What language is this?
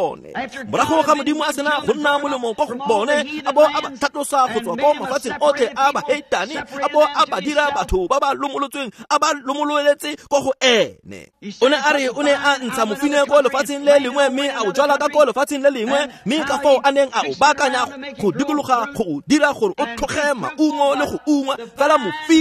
Tswana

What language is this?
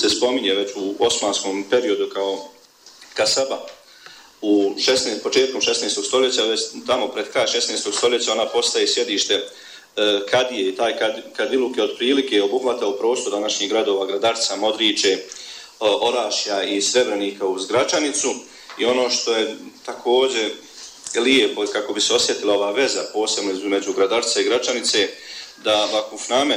Bosnian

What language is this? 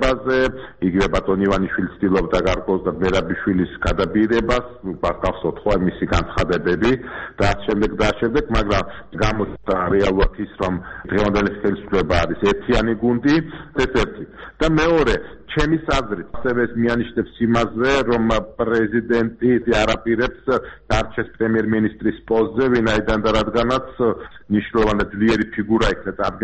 Georgian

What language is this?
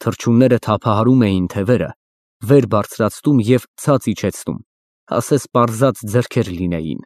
Armenian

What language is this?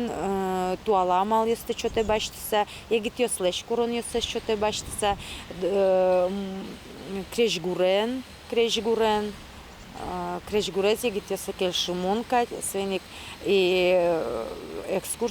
Udmurt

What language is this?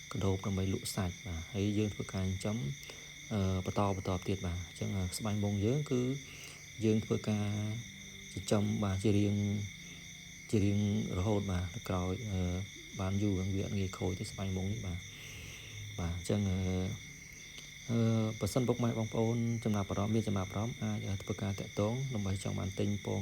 Khmer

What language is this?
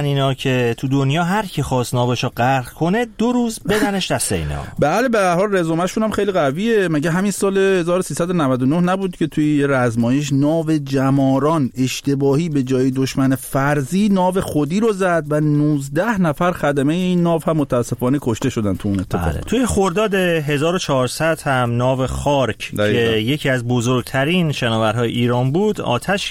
Persian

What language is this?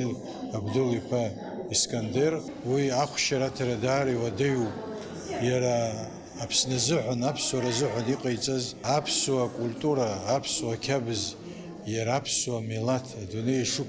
Abkhazian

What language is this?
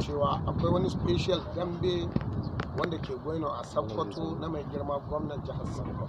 Hausa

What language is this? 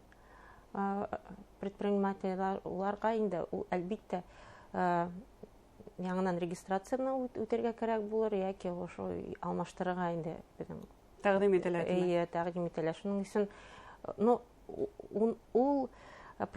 Bashkir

